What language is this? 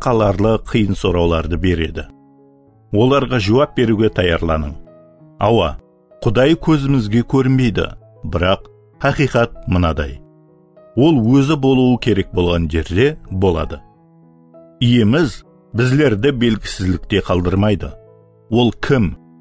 Kara-Kalpak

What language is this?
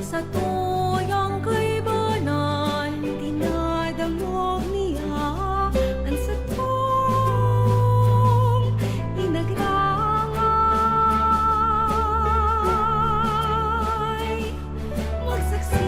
Bikol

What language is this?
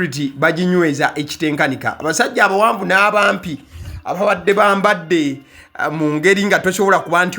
Ganda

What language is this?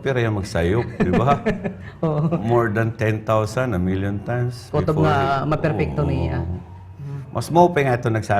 Waray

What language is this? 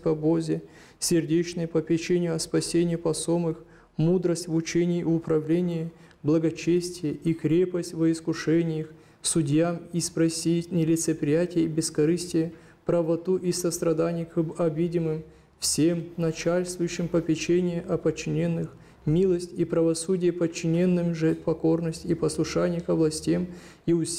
Gagauz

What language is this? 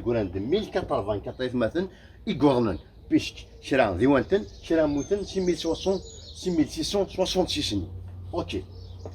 Kabyle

